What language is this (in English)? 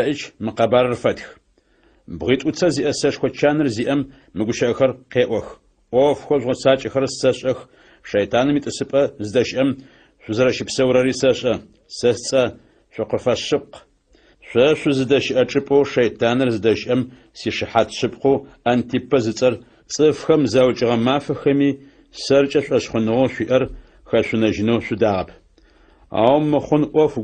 Adyghe